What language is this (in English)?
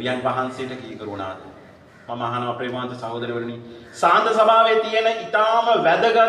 Sinhala